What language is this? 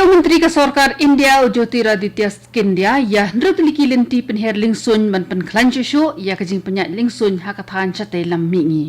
Khasi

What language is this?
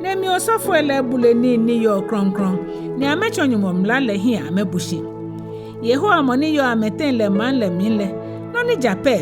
Ga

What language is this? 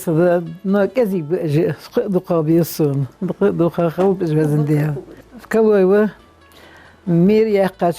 Ingush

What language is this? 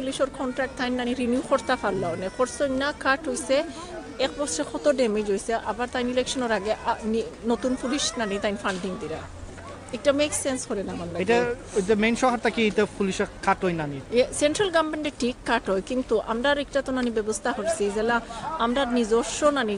Sylheti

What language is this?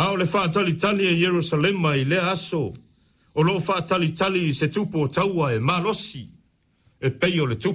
Samoan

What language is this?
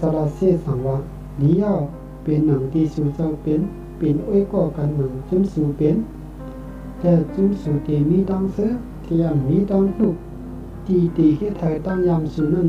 Shan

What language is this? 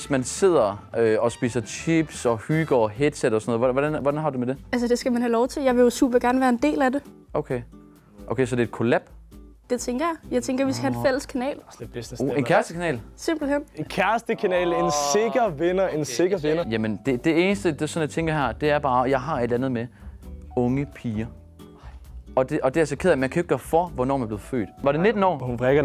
Danish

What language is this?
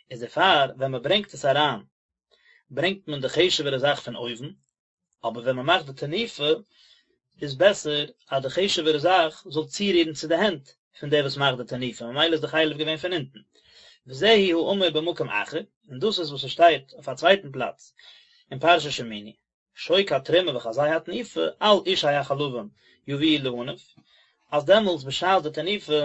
Yiddish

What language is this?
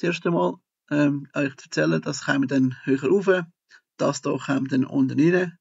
Swiss German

